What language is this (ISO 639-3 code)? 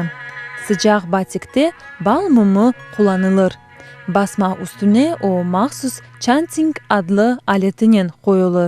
crh